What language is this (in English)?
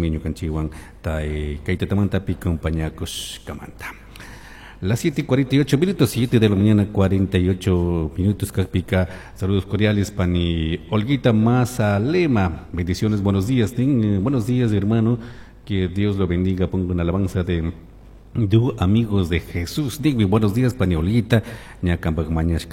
Chimborazo Highland Quichua